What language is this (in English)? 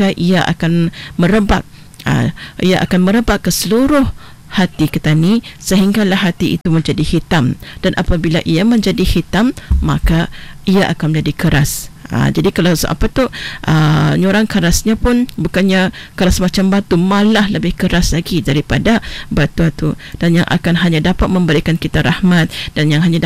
Malay